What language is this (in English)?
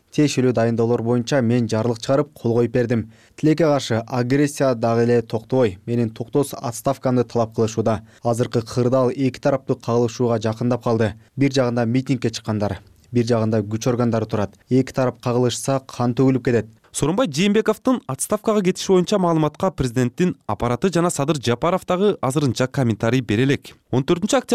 Kyrgyz